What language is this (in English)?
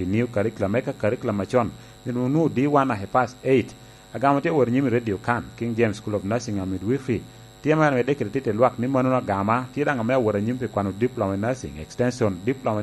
Lango (Uganda)